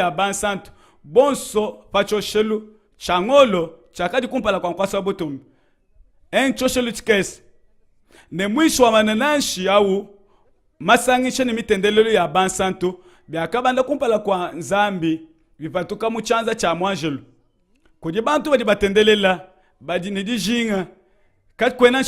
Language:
Luba-Lulua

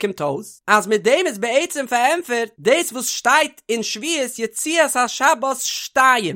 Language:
Yiddish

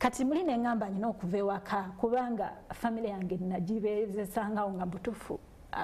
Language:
Ganda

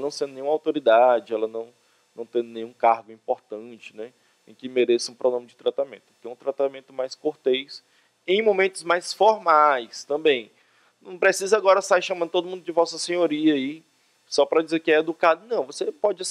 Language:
Portuguese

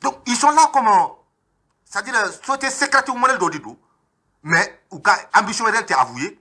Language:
Bambara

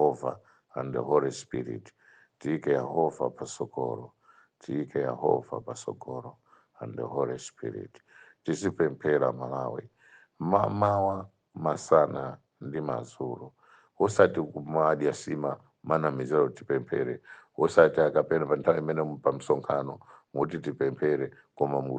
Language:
Nyanja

